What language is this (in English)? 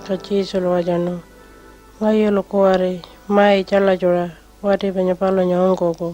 Pitjantjatjara